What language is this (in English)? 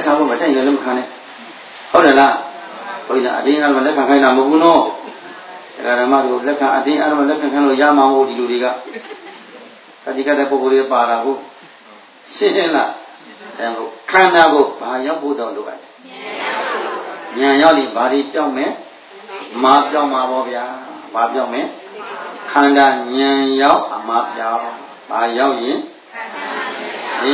Burmese